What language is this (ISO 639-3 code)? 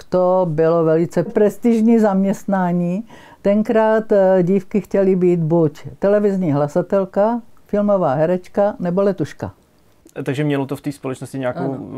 ces